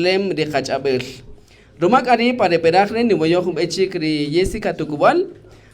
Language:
Kaqchikel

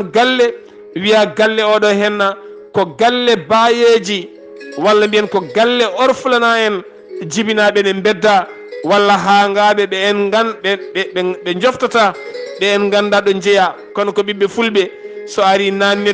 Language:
Fula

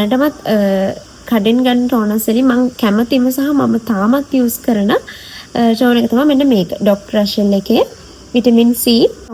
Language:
Sinhala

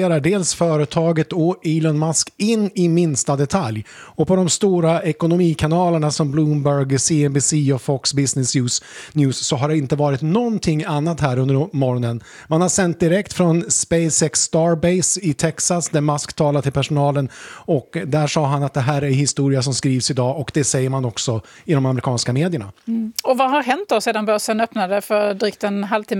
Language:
Swedish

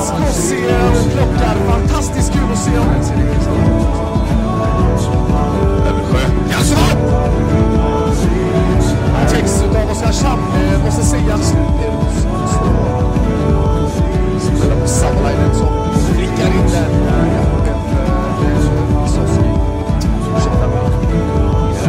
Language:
Swedish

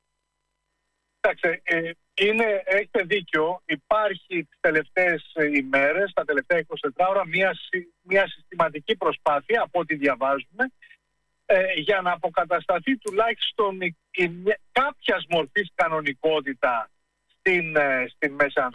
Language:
Greek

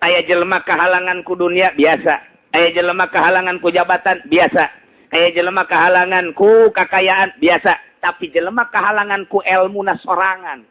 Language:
Sundanese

